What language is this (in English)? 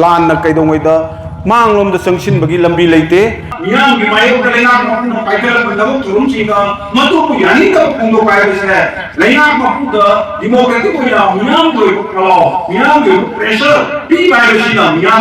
Manipuri